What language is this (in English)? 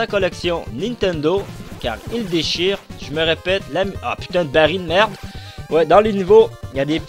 French